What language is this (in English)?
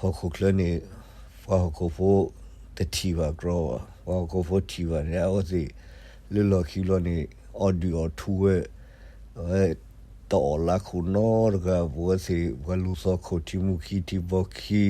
S'gaw Karen